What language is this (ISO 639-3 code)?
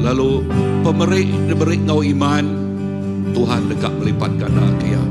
iba